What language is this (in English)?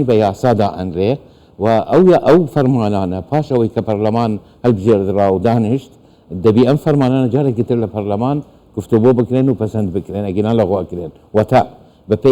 Central Kurdish